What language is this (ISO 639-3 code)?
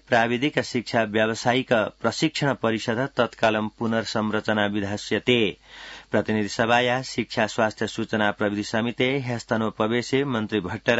san